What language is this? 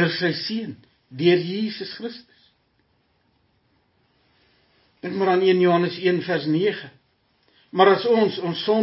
Afrikaans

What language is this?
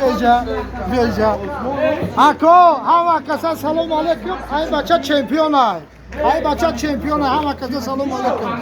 Tajik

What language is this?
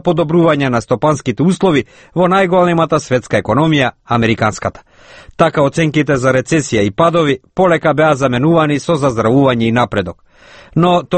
Macedonian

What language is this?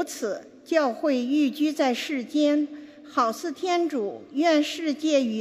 Chinese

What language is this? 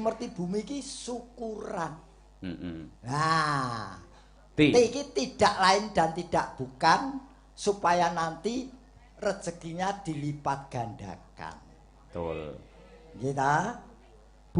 Javanese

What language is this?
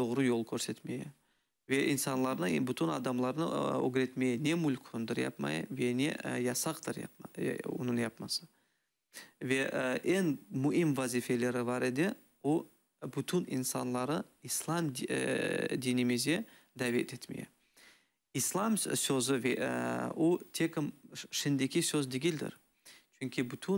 Crimean Tatar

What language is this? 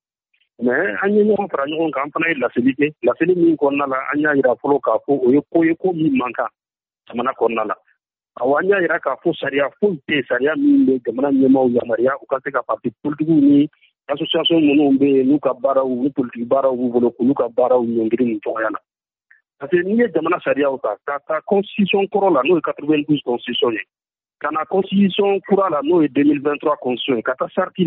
Bambara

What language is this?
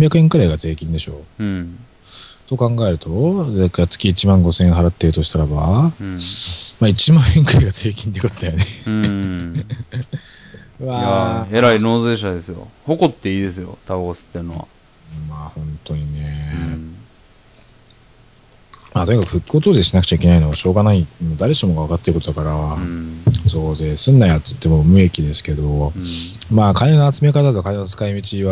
Japanese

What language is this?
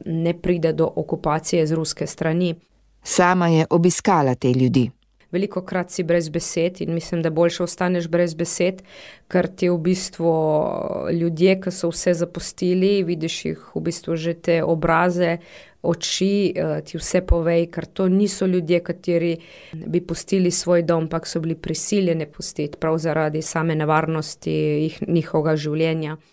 Slovenian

